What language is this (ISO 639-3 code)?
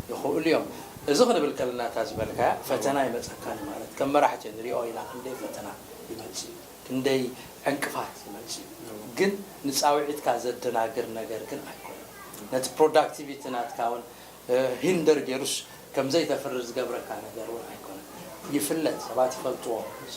tir